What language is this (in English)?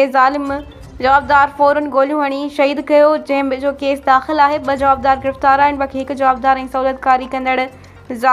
Sindhi